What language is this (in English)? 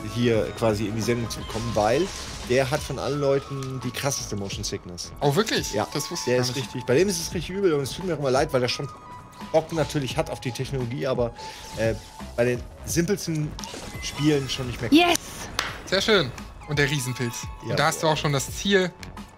German